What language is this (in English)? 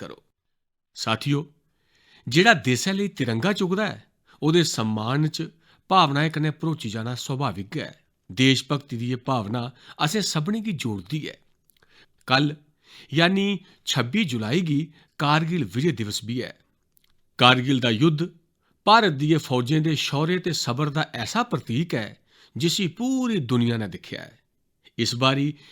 Dogri